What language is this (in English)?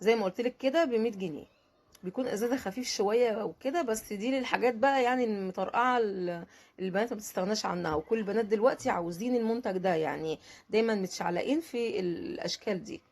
Egyptian Arabic